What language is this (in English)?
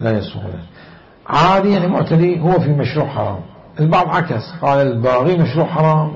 Mesopotamian Arabic